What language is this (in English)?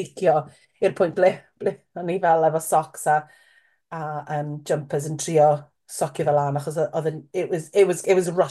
Welsh